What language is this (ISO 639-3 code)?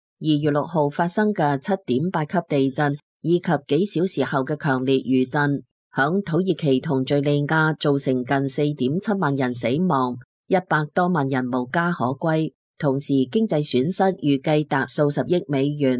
yue